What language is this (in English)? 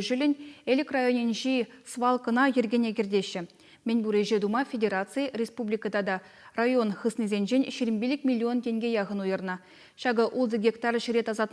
Chuvash